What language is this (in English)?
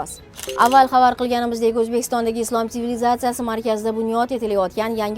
Uzbek